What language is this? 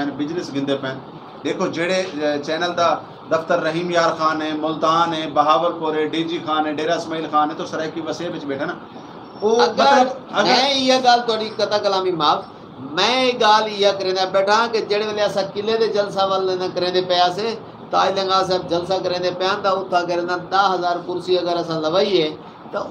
Saraiki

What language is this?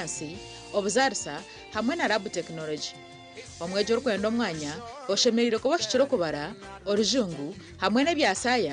Nyankole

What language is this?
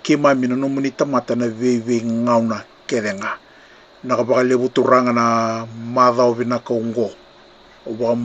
Fijian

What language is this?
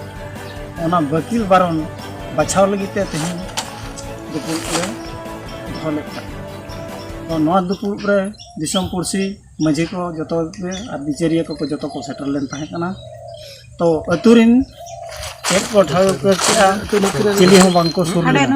Santali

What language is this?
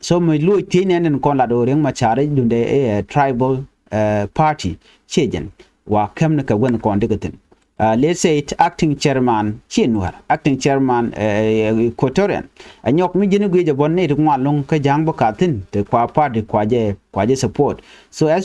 Nuer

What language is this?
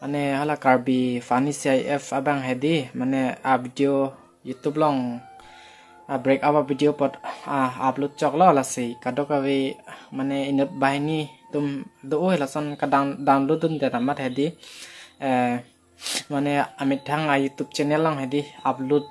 Karbi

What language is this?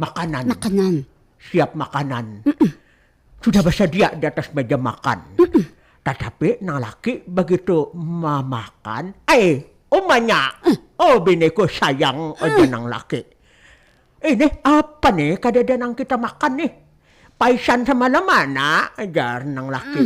Banjar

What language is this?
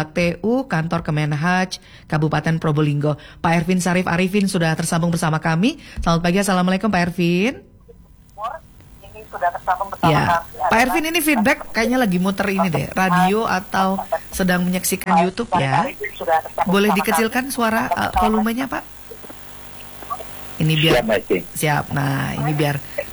Indonesian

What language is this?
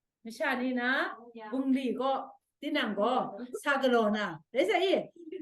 Kachin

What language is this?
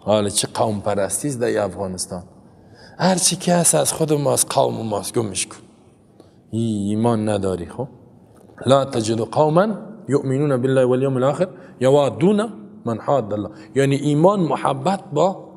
Persian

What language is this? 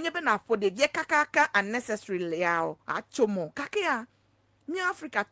Ewe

